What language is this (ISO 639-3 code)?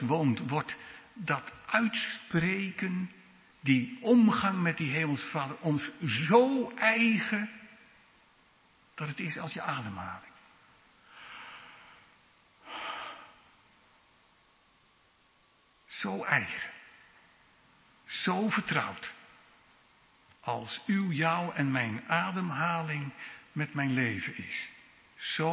nld